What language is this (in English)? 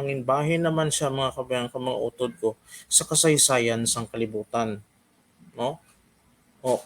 Hiligaynon